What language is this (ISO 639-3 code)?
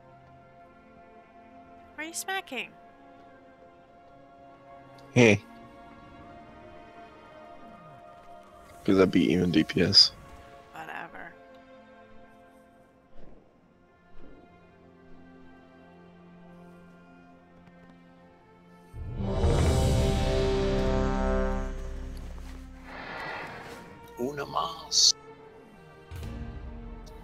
eng